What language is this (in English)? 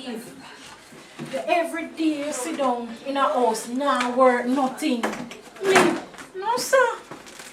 Jamaican Creole English